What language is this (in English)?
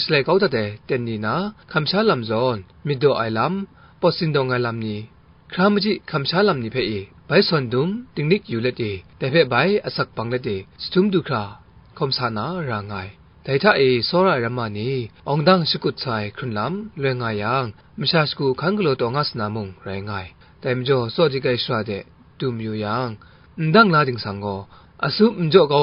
Kachin